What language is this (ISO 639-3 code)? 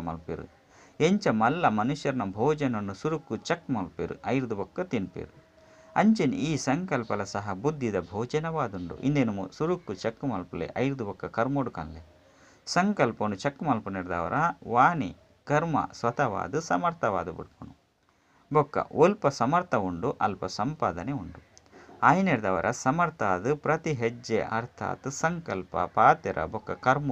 tcy